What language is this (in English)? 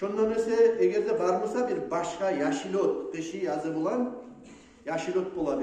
Kumyk